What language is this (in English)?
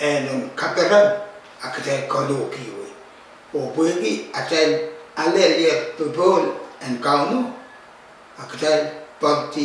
Pohnpeian